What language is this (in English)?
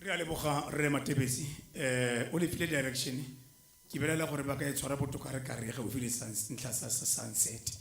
Tswana